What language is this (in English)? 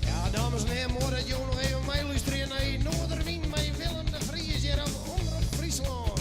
Western Frisian